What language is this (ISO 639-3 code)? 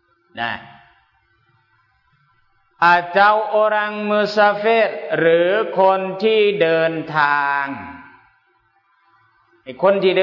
tha